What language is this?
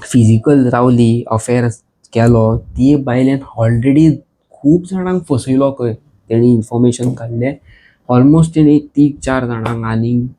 Konkani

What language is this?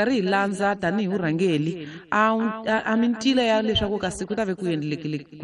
Tsonga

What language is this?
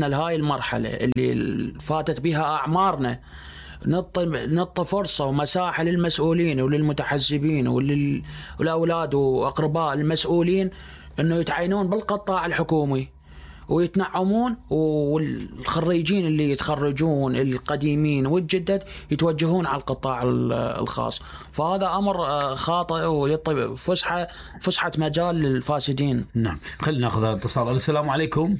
Mesopotamian Arabic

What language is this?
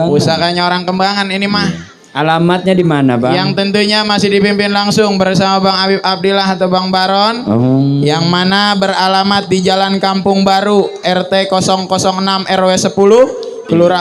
Betawi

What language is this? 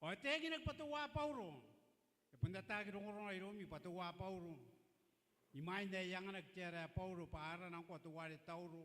Gilbertese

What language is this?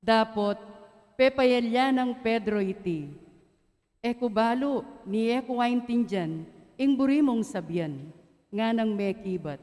Pampanga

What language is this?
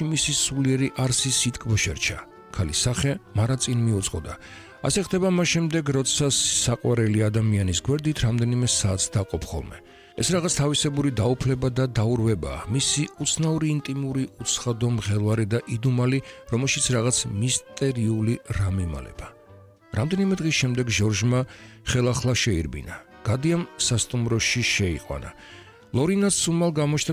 Georgian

